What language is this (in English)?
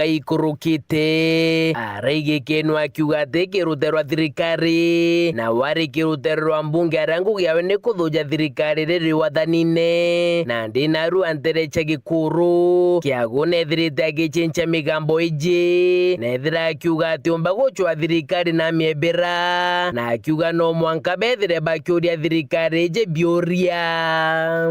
Meru